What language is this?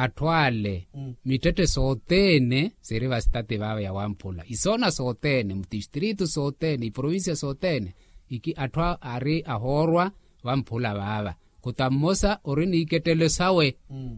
Makhuwa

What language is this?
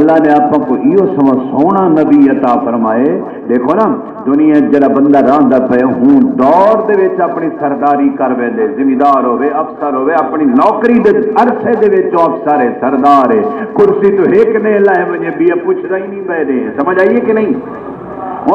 Saraiki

